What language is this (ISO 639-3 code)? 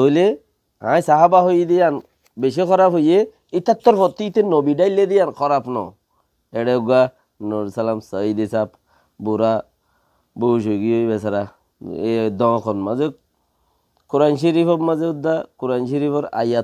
rhg